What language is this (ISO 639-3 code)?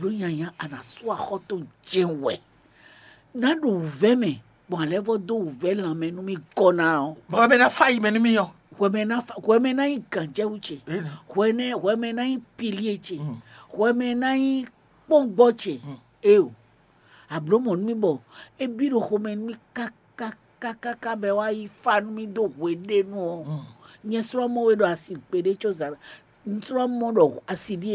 fon